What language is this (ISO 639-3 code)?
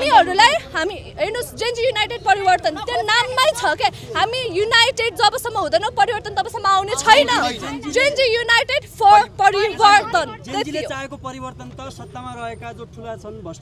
nep